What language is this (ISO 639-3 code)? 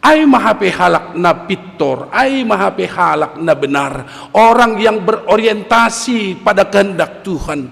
bts